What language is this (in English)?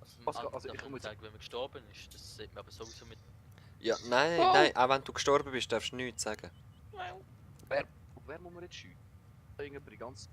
Swiss German